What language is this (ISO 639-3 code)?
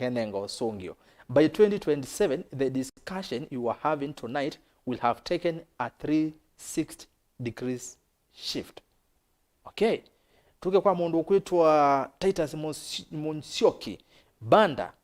kam